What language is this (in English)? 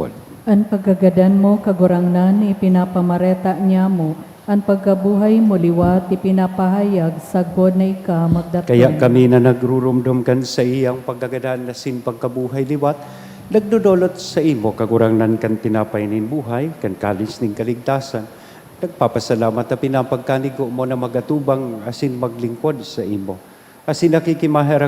Bikol